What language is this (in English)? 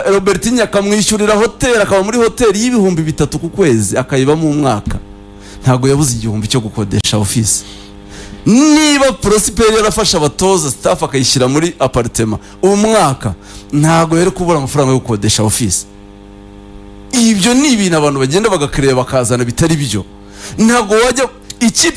Kinyarwanda